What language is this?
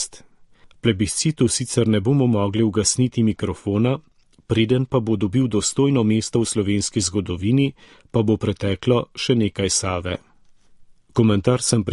Slovenian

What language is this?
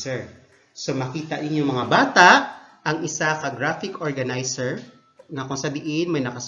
Hiligaynon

